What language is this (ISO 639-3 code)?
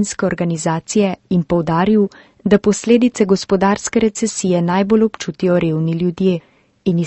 slv